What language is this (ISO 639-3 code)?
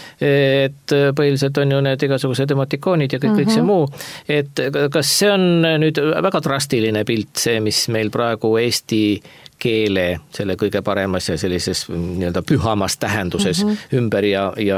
est